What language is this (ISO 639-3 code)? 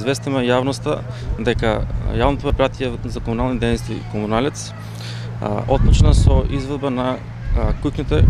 mkd